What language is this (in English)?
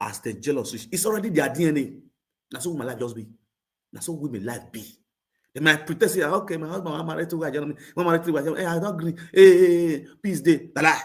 Nigerian Pidgin